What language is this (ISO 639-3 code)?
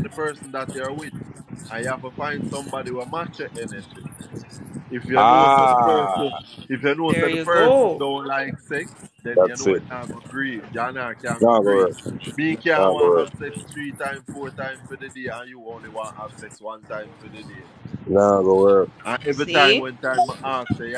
jam